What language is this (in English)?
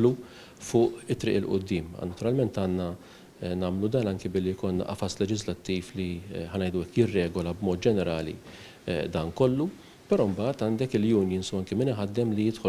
Maltese